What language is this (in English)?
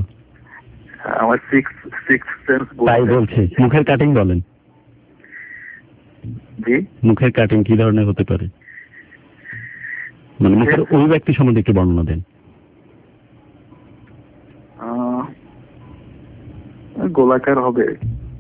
Bangla